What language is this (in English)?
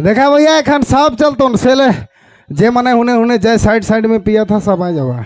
Sadri